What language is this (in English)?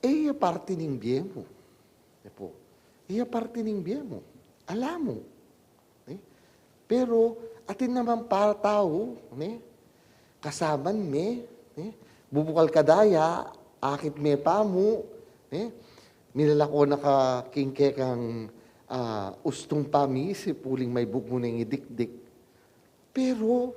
Pampanga